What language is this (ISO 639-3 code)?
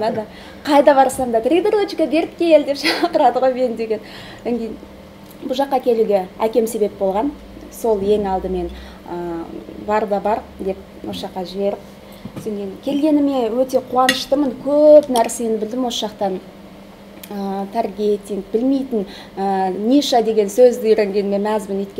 kaz